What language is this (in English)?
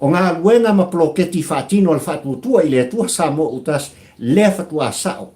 Samoan